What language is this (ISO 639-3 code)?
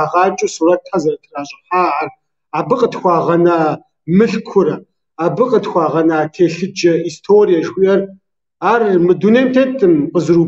kbd